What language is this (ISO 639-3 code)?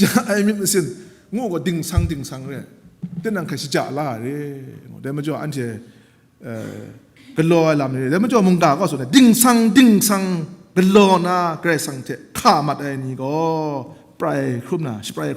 kac